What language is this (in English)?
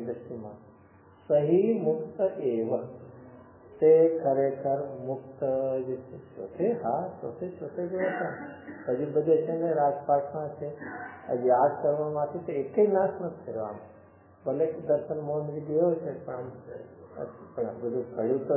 Gujarati